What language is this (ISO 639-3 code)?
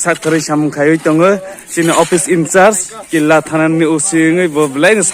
trp